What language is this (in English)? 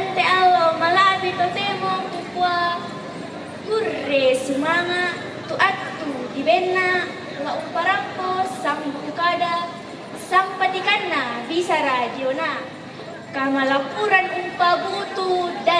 Toraja-Sa'dan